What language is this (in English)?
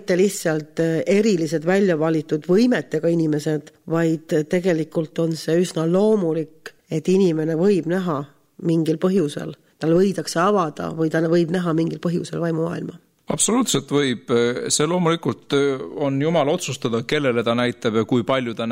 Estonian